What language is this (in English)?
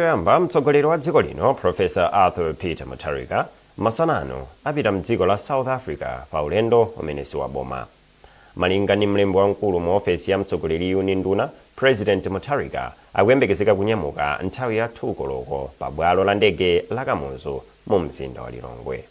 Nyanja